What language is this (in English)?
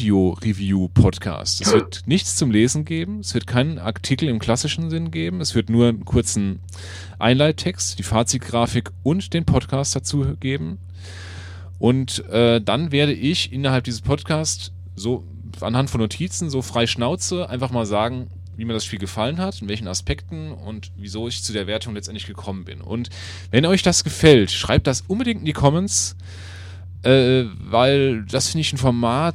German